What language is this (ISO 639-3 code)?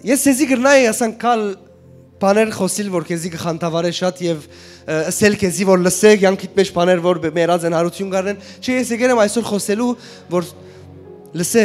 hyw